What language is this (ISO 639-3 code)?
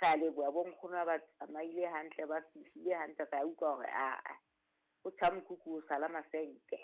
sot